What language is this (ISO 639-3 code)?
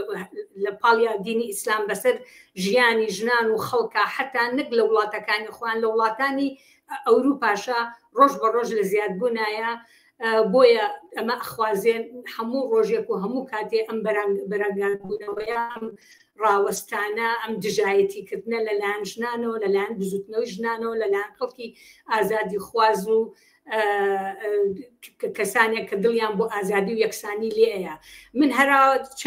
ckb